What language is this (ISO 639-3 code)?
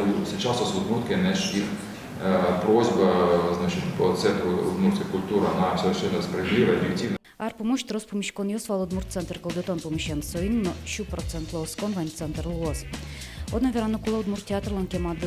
udm